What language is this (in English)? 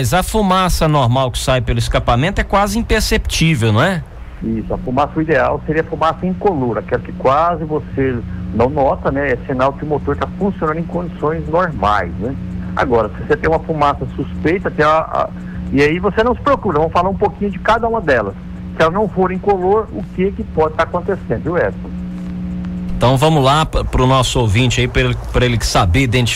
Portuguese